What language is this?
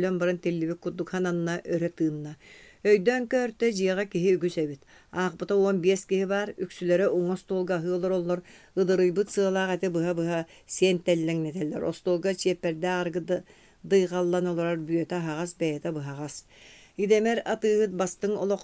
Yakut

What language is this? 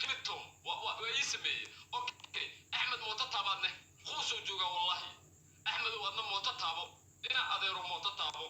Somali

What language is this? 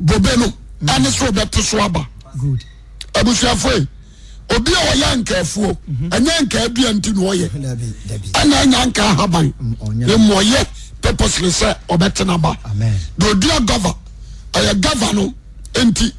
Akan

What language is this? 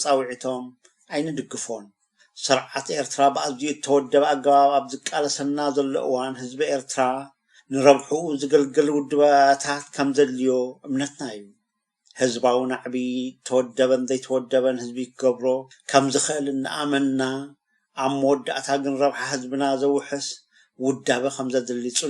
Tigrinya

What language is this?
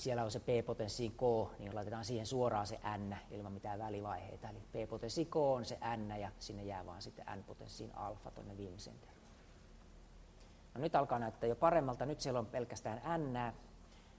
Finnish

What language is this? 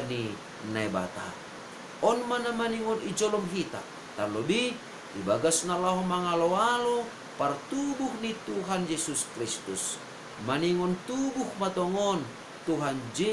Batak Simalungun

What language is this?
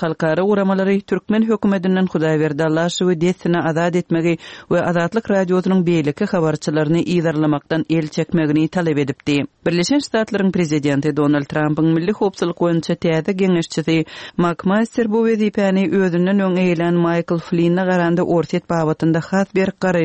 Turkmen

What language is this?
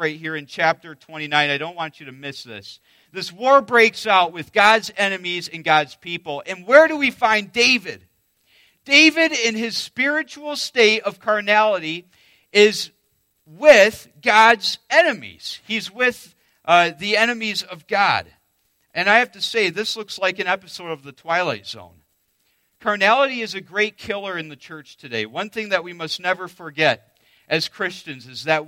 English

